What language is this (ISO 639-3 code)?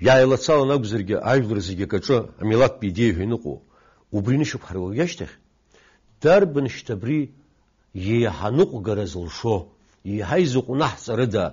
abk